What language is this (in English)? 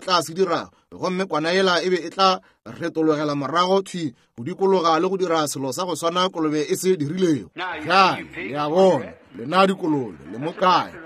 Northern Sotho